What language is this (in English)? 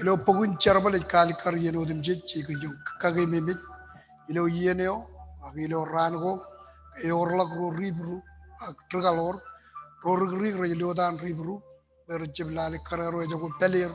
Marshallese